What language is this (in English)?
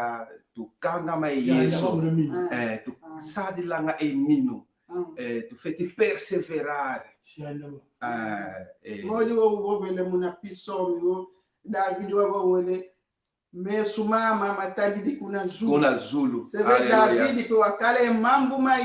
Kongo